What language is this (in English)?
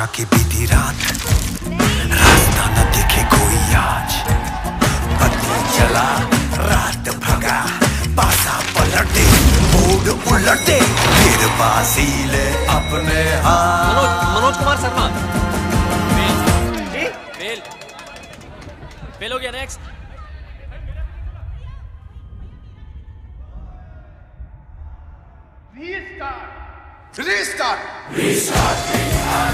Hindi